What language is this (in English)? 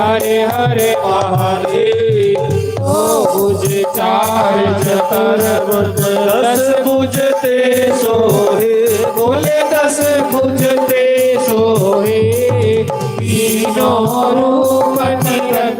Dogri